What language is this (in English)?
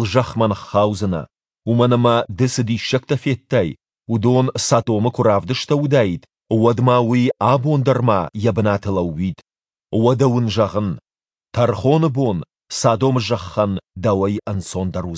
Ossetic